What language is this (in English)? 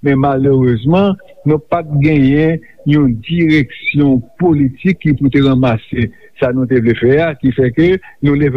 Haitian Creole